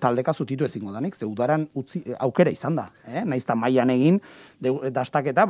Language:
Basque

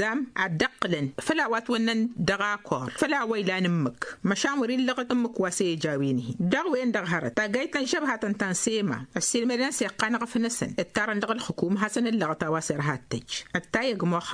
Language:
Tamasheq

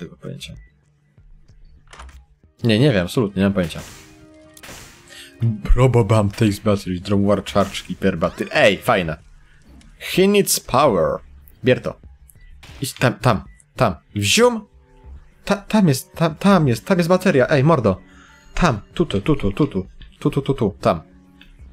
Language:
Polish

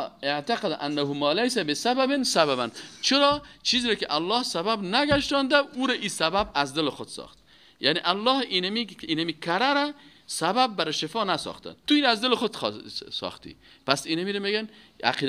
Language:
Persian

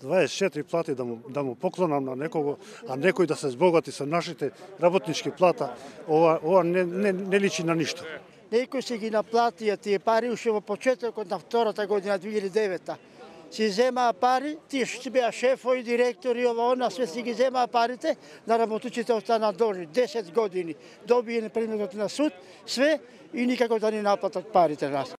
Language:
Macedonian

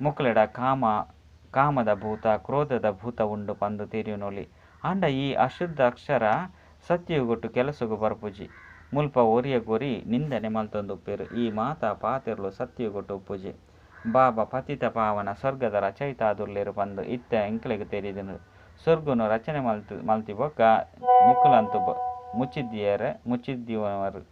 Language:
Tulu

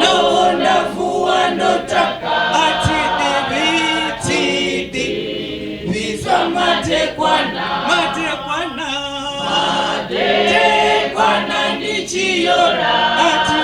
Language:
Venda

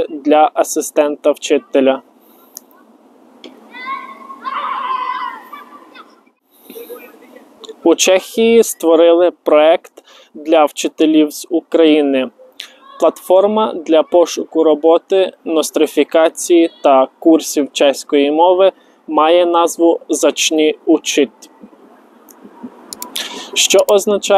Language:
Ukrainian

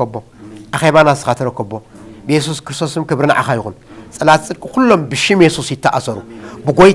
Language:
Tigrinya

